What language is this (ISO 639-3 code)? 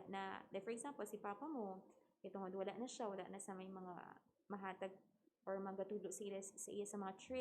hil